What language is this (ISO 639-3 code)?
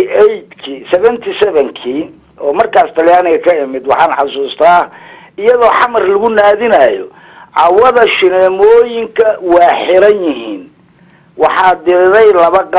som